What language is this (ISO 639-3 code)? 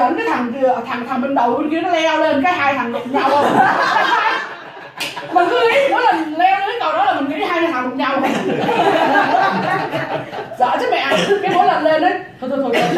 vie